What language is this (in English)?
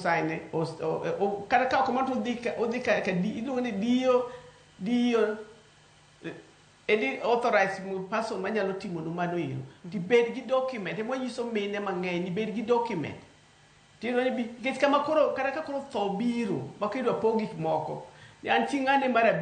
Luo (Kenya and Tanzania)